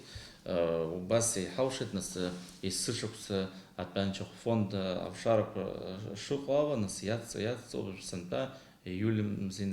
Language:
Abkhazian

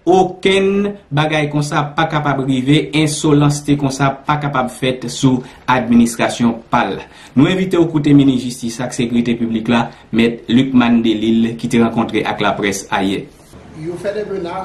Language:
Haitian Creole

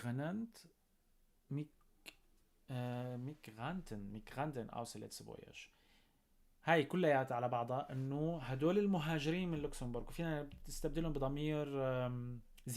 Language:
North Levantine Arabic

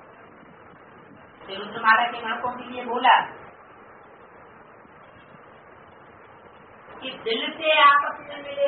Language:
Hindi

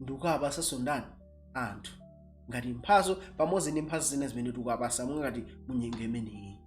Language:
Nyanja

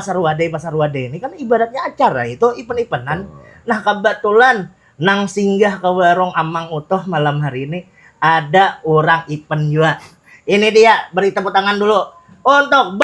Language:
Banjar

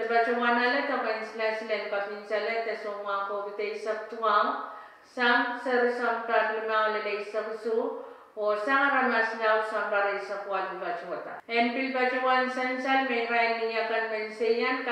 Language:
Pohnpeian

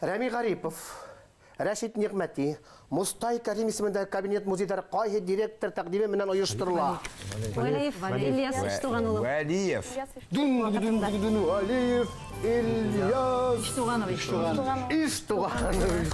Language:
Bashkir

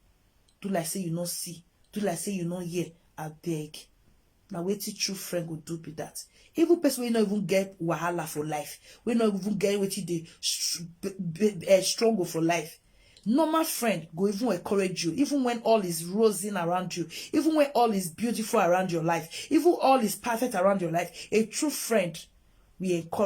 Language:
Nigerian Pidgin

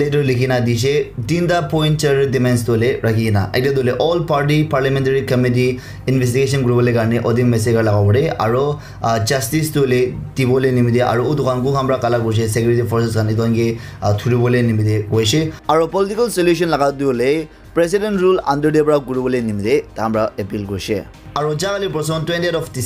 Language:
Naga Pidgin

